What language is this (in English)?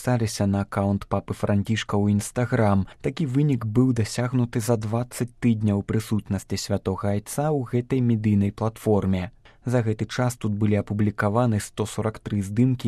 Belarusian